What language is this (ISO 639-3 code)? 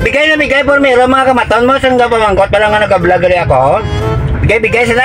hil